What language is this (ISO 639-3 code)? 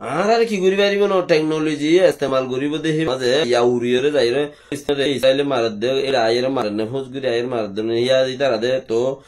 rhg